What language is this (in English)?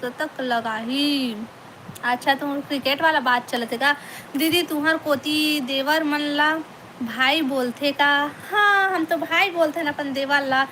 Chhattisgarhi